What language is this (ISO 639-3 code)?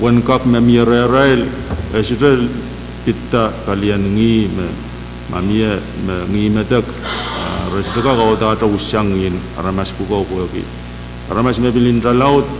pon